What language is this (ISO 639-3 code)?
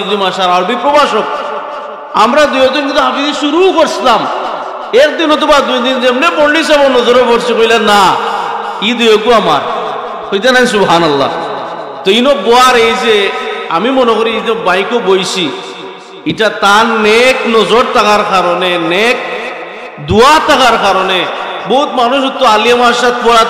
syl